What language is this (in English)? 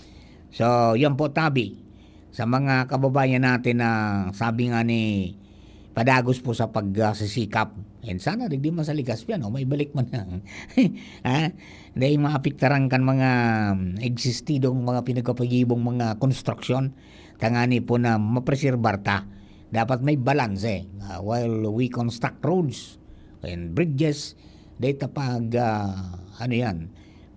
Bikol